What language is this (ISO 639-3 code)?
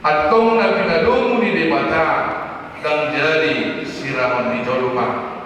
bbc